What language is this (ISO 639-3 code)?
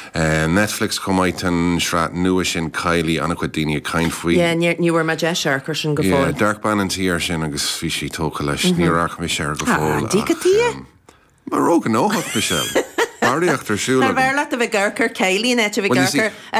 gle